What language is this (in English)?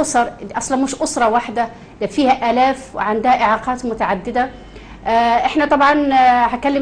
Egyptian Arabic